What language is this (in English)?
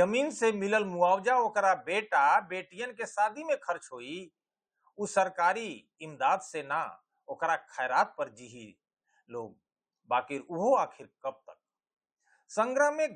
Bhojpuri